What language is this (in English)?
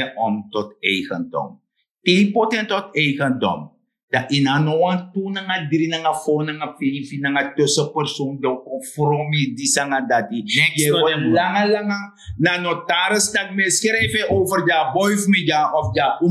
Sranan Tongo